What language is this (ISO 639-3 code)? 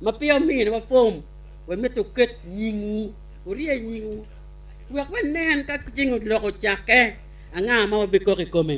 ach